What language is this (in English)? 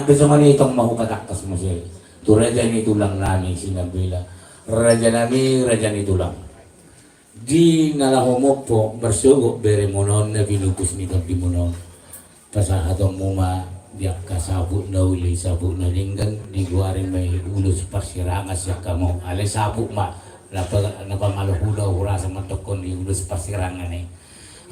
Batak Toba